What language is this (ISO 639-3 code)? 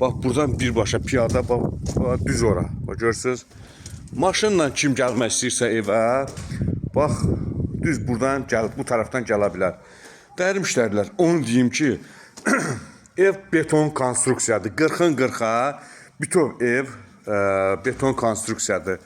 aze